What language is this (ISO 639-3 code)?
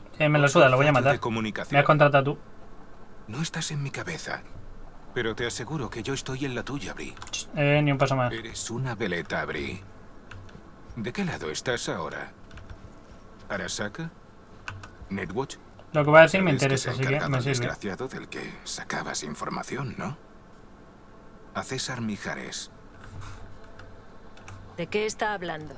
spa